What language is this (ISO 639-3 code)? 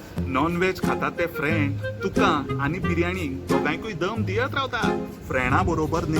kok